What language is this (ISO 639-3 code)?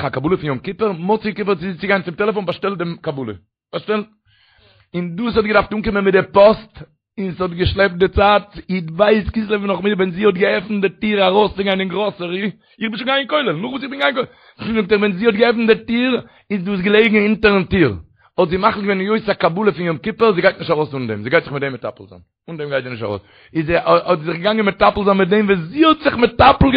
yid